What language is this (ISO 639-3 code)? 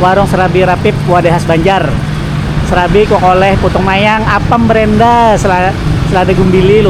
bjn